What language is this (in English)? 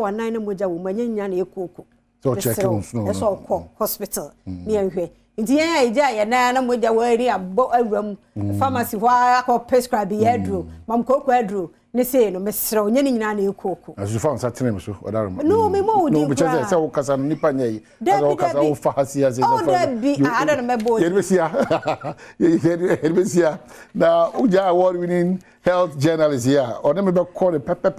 Akan